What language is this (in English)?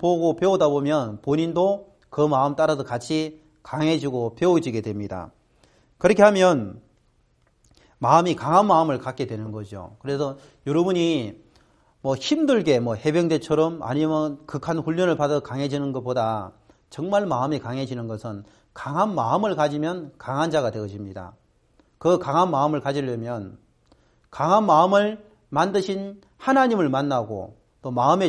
Korean